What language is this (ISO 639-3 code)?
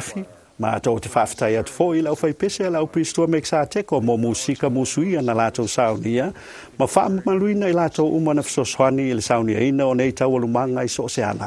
smo